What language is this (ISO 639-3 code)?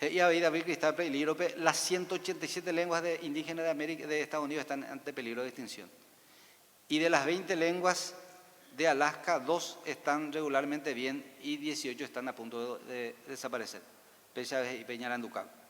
grn